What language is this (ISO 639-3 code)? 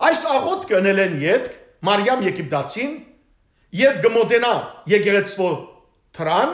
hye